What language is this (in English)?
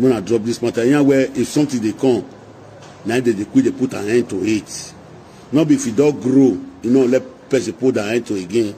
Nigerian Pidgin